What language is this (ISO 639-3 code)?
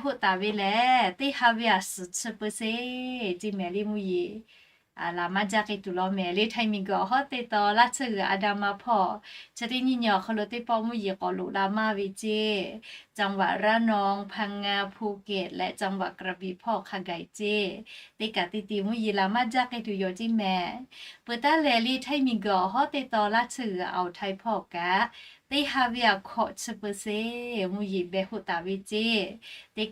lhu